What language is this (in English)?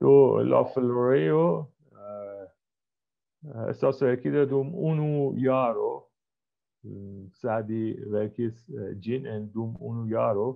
Esperanto